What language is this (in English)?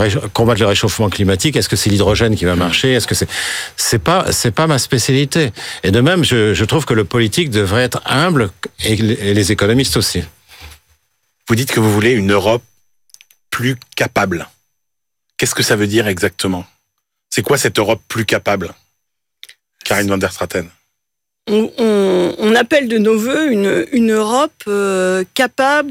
French